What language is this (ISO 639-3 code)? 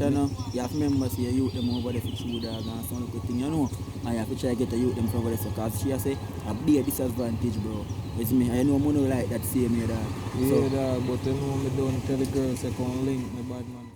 jam